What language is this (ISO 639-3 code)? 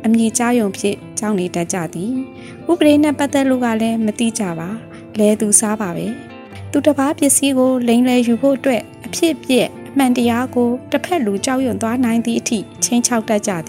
mya